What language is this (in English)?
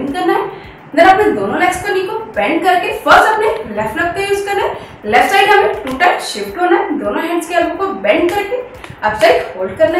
Hindi